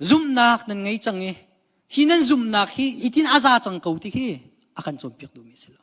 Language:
Hakha Chin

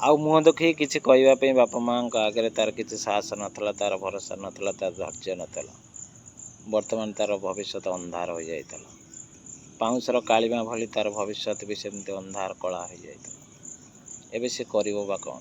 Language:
Odia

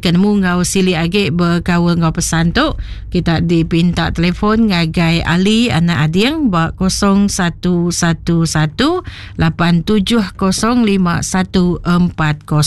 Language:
Iban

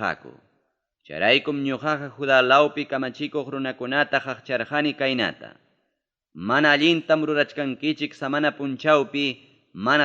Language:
Ayacucho Quechua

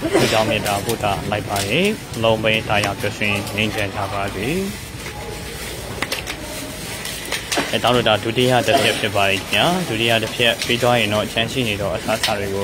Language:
Burmese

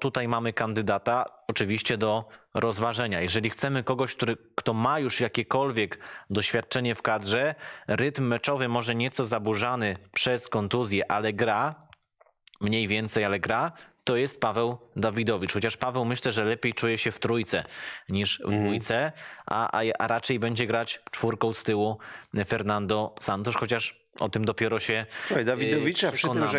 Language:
Polish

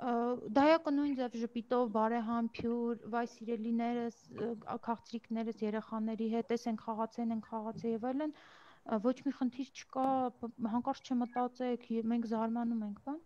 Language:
Armenian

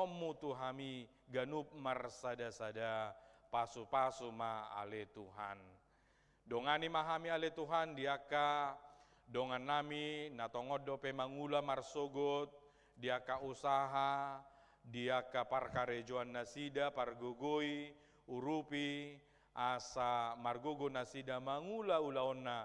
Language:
Batak Toba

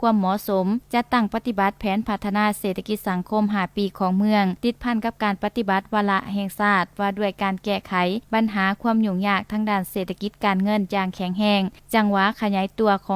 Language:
Lao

